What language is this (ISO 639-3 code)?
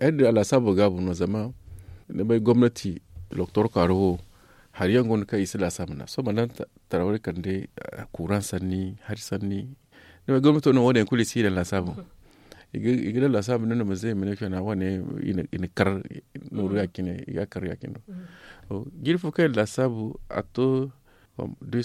dje